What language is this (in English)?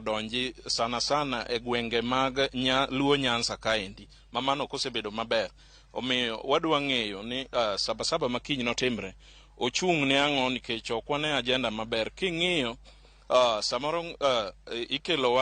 Luo (Kenya and Tanzania)